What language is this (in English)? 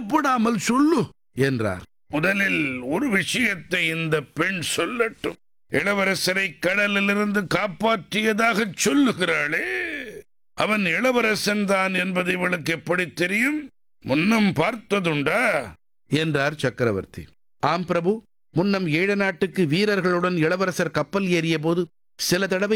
Tamil